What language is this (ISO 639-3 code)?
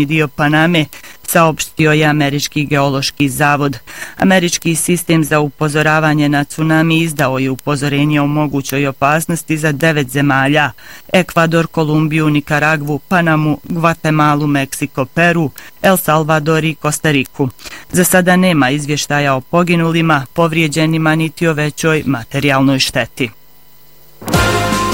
bos